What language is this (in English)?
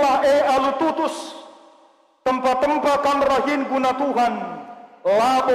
Batak Karo